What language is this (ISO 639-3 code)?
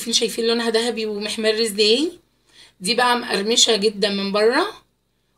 arz